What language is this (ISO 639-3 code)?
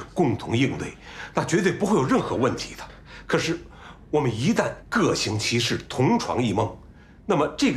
zho